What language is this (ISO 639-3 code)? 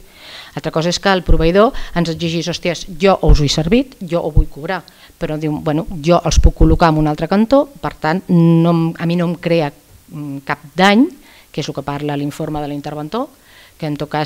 cat